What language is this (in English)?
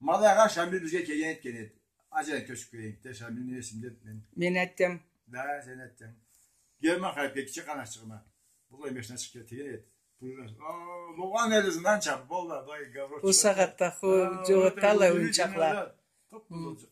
Karachay-Balkar